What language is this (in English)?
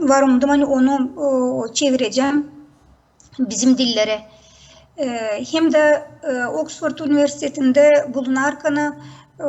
Gagauz